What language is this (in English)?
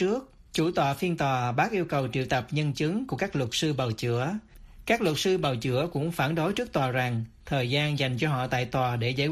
Vietnamese